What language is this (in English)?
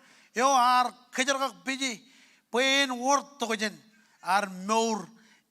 Marshallese